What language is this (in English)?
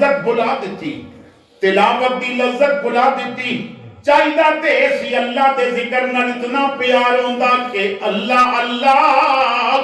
Western Panjabi